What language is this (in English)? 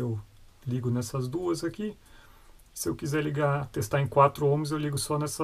Portuguese